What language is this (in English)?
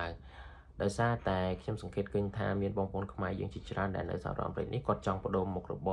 Khmer